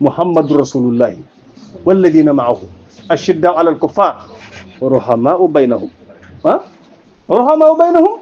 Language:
Wolof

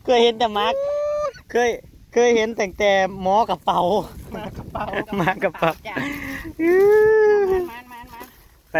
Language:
Northeastern Thai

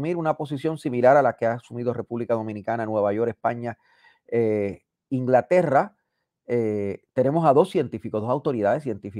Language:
Spanish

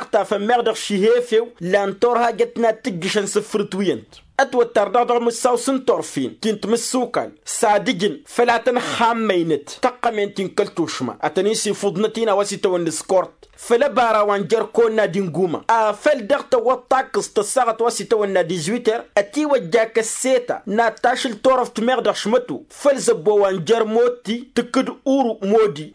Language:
Tamasheq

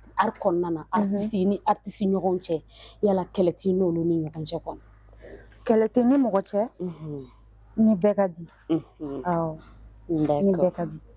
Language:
Bambara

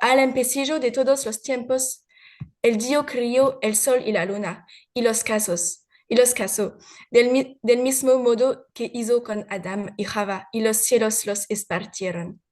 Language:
Ladino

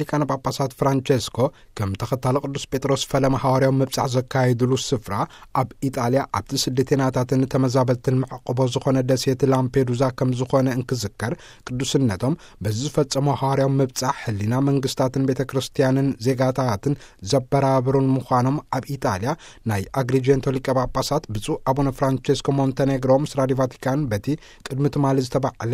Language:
Tigrinya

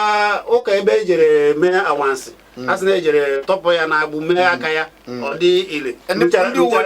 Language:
Igbo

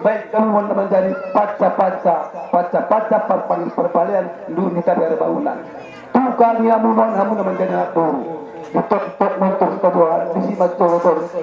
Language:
Batak Angkola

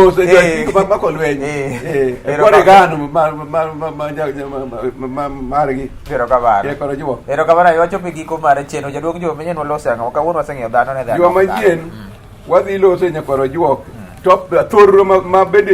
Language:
Luo (Kenya and Tanzania)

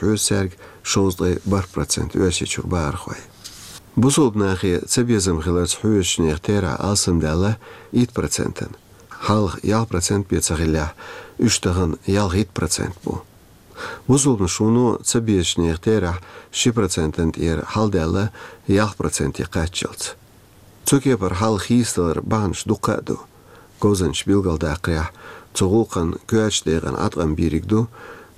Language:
Chechen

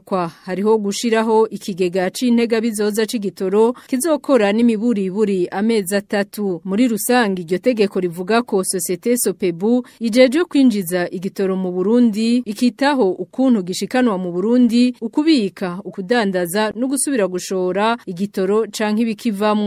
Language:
Rundi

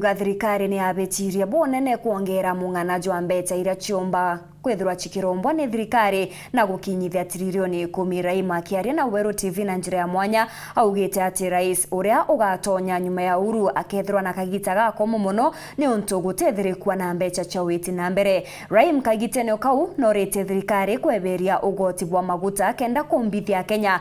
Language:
Meru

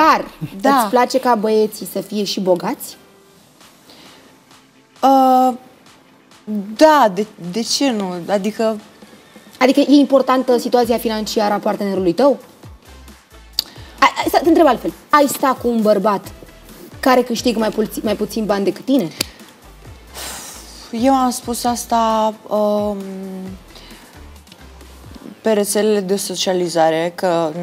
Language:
Romanian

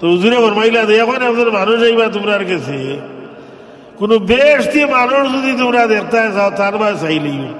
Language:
Sylheti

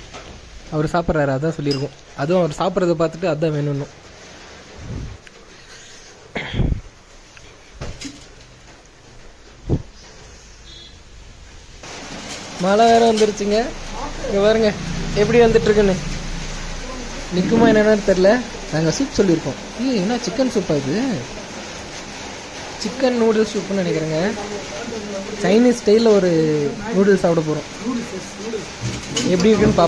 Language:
Tamil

